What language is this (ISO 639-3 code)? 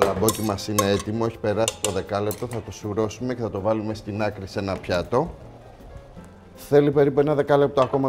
ell